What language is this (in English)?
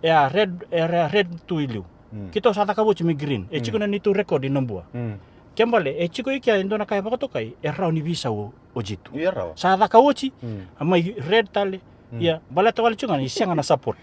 Fijian